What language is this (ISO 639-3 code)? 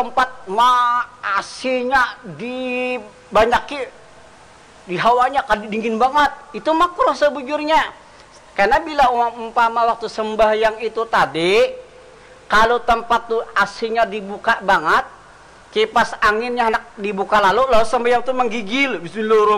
bjn